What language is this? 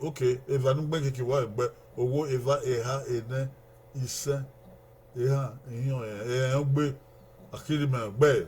Bini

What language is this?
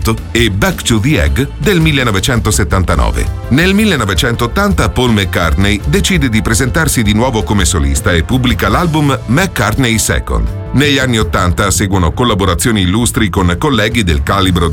Italian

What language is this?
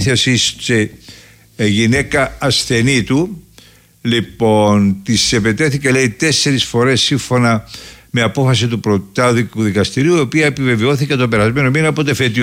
Greek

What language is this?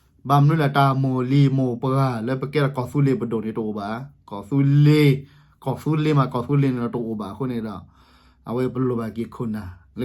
S'gaw Karen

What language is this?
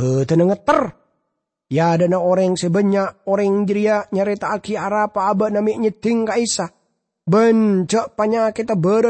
Madurese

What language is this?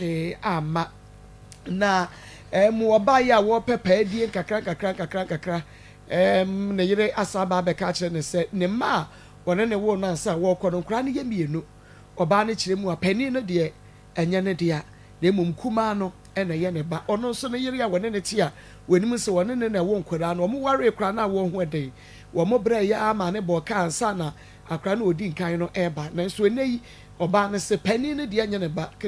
Akan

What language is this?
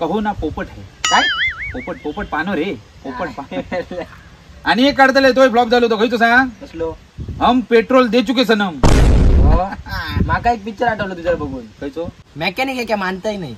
Konkani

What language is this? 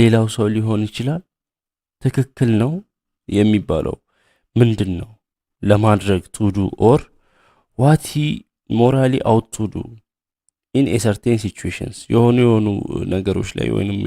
Amharic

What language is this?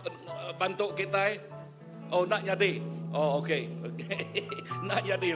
Iban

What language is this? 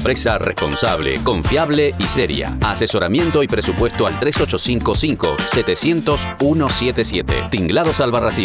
Spanish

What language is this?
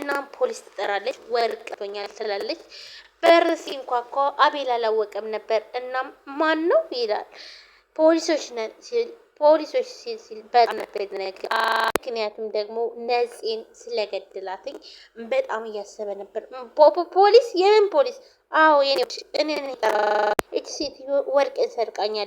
Amharic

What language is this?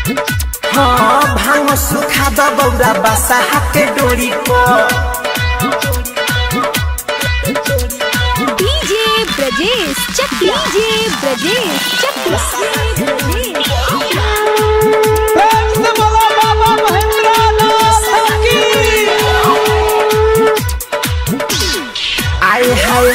Bhojpuri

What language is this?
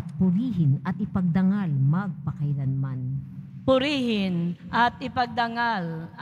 Filipino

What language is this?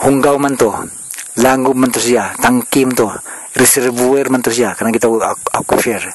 Cebuano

